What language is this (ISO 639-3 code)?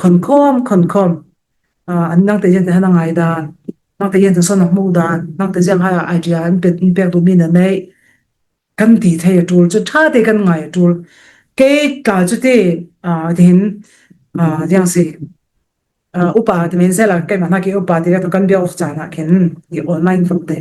cfm